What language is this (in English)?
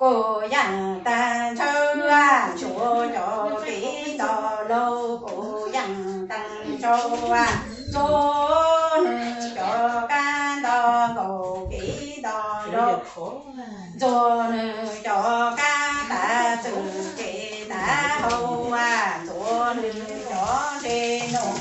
Hmong